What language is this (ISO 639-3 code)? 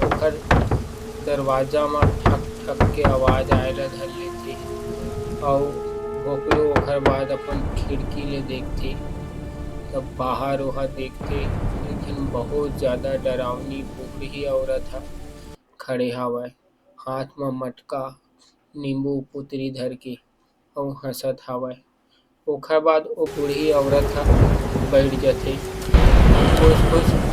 hne